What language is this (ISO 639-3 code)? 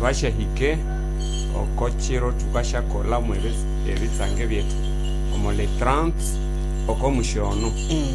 nnb